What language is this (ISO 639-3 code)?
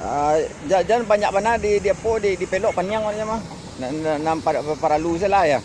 min